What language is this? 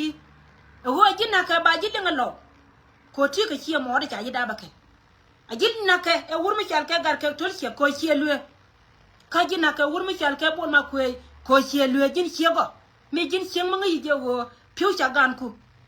Nuer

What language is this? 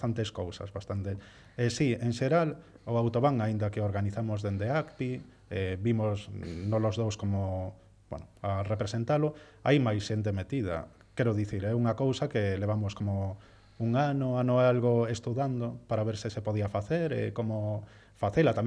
Galician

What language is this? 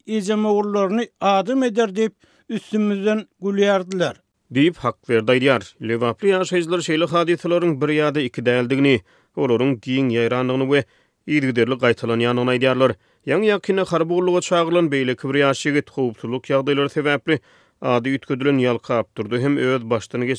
Turkmen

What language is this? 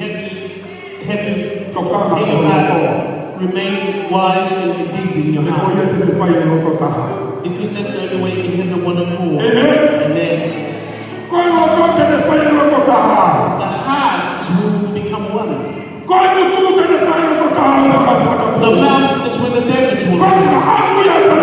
Tongan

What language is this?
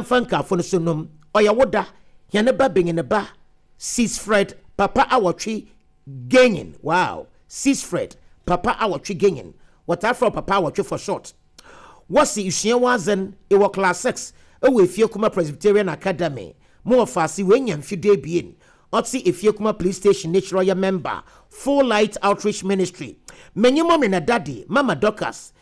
Akan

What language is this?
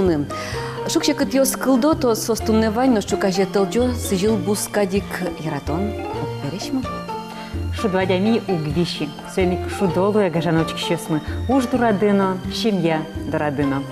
Udmurt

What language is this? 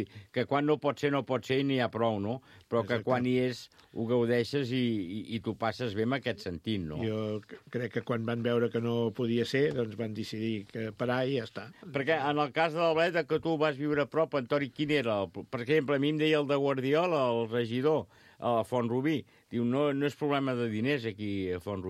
Catalan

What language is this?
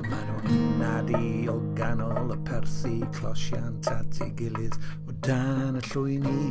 Welsh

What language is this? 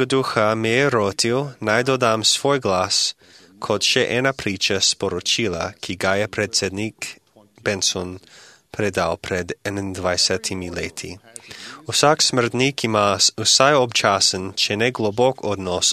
Slovenian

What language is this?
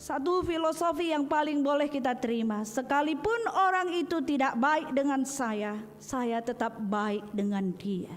Batak Karo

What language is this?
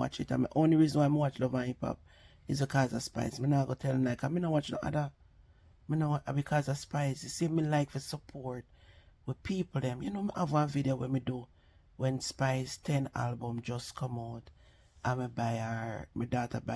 Jamaican Creole English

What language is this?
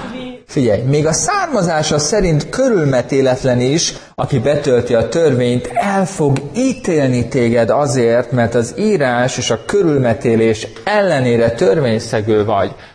Hungarian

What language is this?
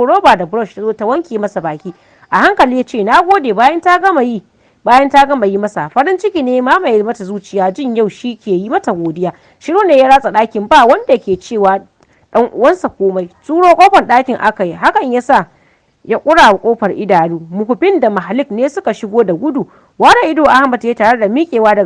Hausa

